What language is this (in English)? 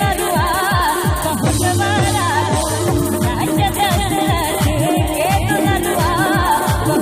Maithili